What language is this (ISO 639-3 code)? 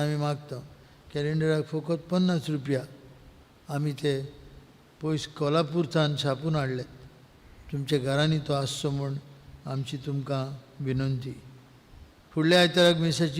kok